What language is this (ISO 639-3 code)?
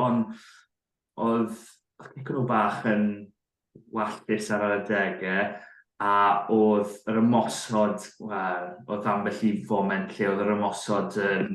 cym